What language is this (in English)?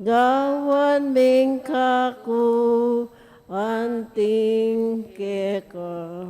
Pampanga